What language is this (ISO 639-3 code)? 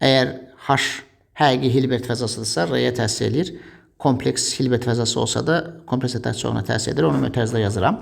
aze